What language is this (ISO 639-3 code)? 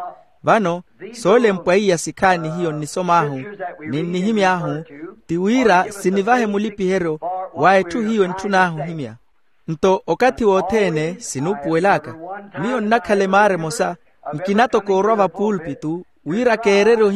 vmw